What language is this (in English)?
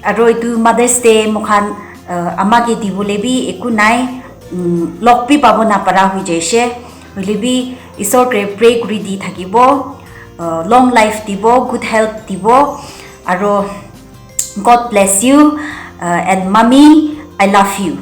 Konyak Naga